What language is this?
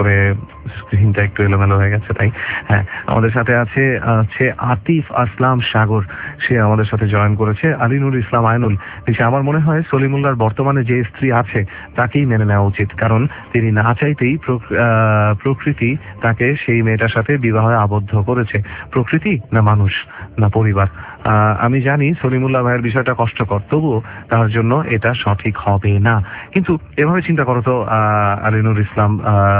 Bangla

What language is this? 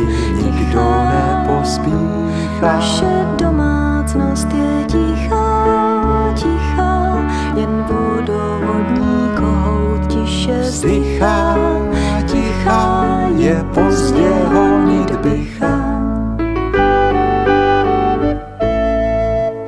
Czech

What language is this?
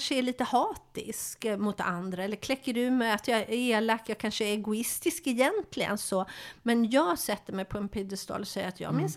Swedish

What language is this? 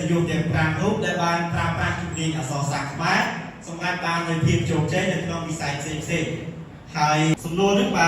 Khmer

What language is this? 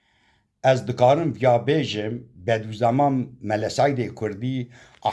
Kurdish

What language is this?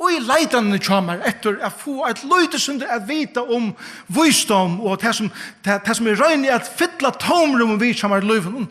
Faroese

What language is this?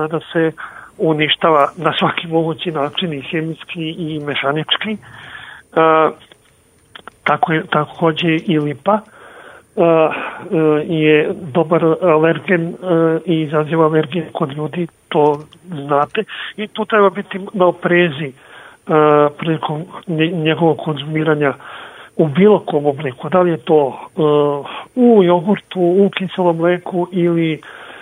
Serbian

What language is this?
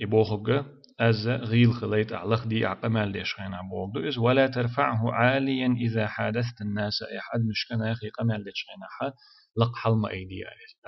Chechen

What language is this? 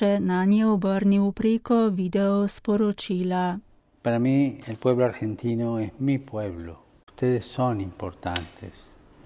Slovenian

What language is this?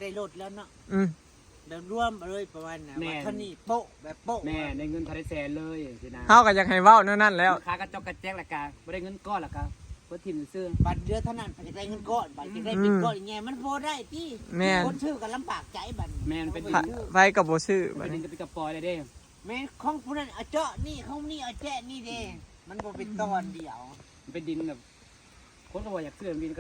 Northeastern Thai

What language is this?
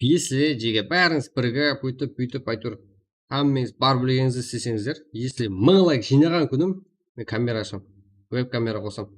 Kara-Kalpak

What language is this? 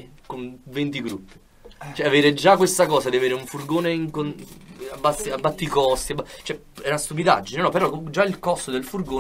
Italian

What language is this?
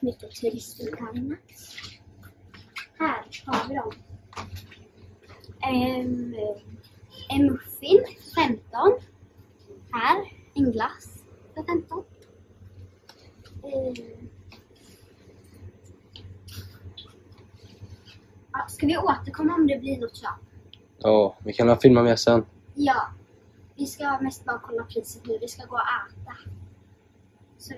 Swedish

